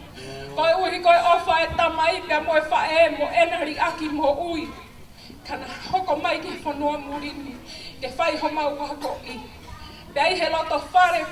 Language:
Tongan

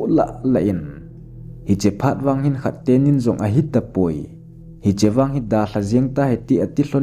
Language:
Thado Chin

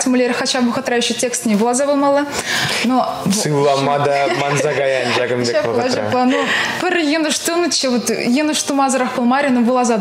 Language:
Chuvash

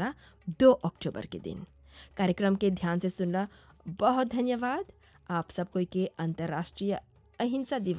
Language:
Bhojpuri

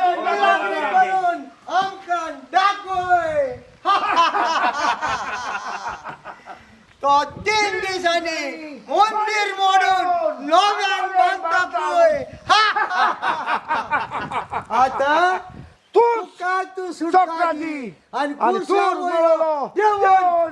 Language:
Konkani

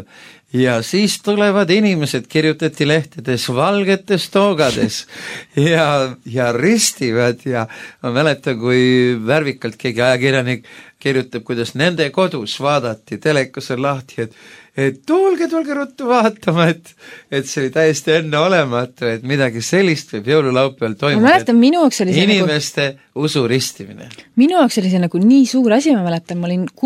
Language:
Estonian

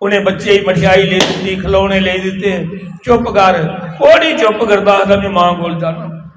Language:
Dogri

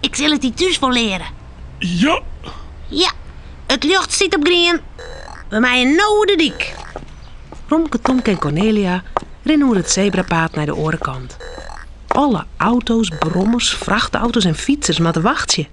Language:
Western Frisian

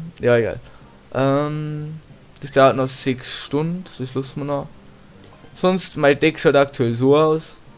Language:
Bavarian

